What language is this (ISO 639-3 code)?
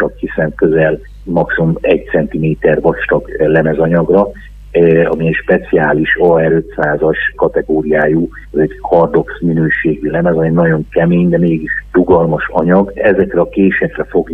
hun